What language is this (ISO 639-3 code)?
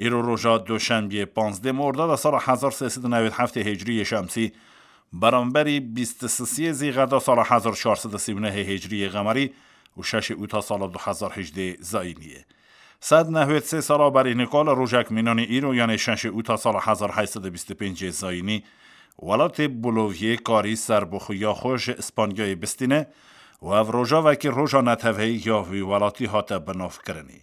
kur